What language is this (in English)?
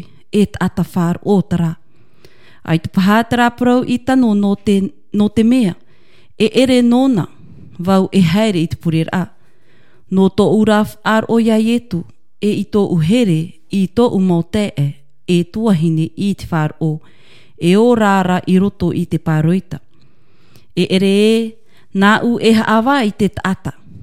Tahitian